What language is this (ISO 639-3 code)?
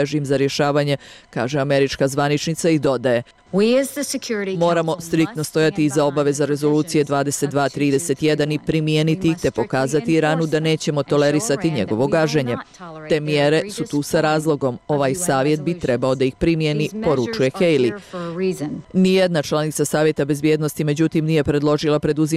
bos